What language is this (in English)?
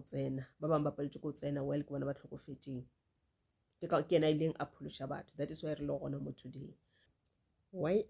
Northern Sotho